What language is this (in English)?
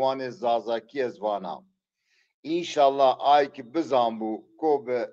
Zaza